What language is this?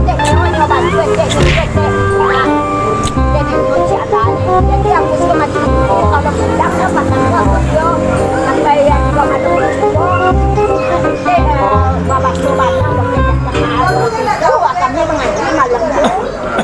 Minangkabau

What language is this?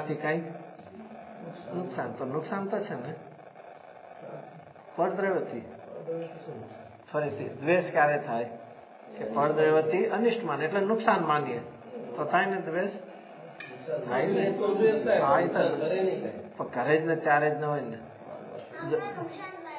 Gujarati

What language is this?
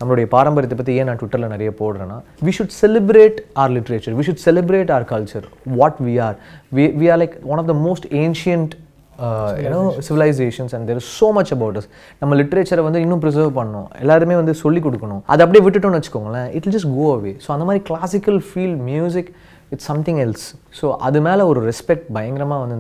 Tamil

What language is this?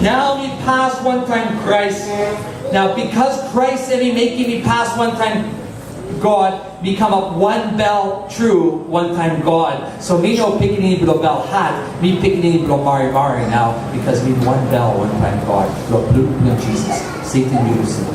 Tok Pisin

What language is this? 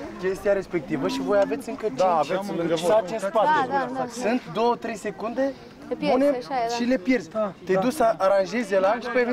Romanian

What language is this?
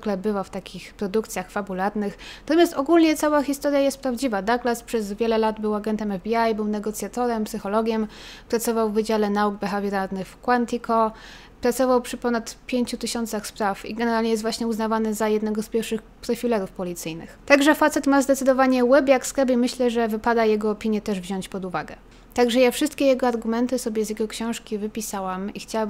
Polish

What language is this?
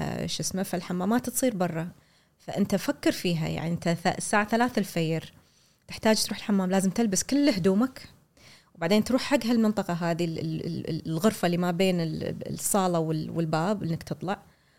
Gulf Arabic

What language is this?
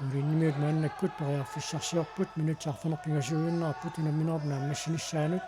Kalaallisut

